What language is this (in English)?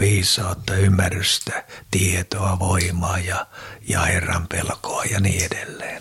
Finnish